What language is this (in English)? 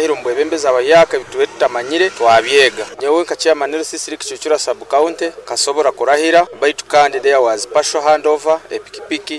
Nyoro